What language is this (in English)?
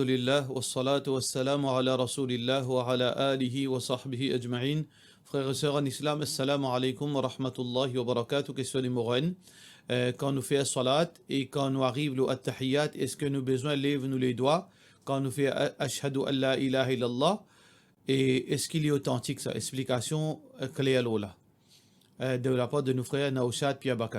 Morisyen